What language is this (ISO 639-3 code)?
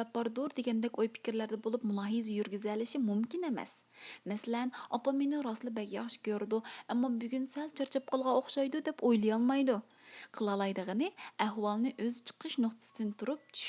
uig